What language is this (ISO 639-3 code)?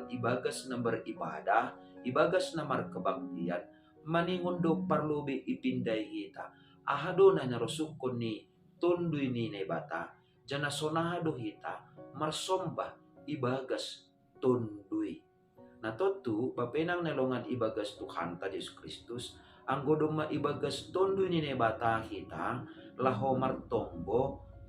bts